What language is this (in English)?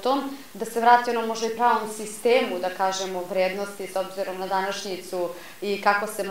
Serbian